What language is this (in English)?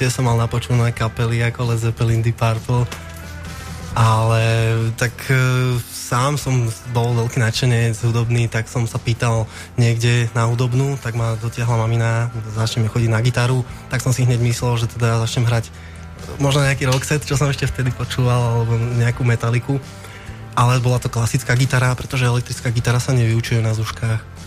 Slovak